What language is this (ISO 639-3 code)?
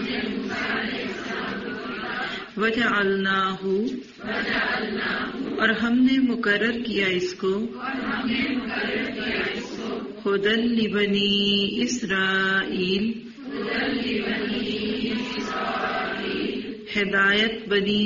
urd